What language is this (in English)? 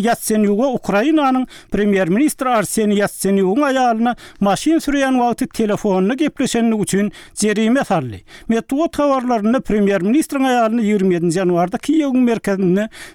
Turkmen